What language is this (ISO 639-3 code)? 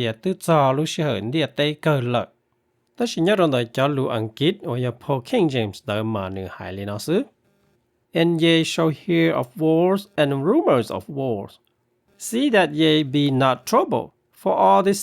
hmn